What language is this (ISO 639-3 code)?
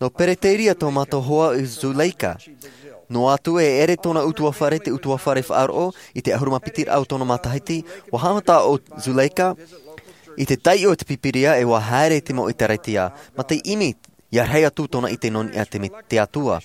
tah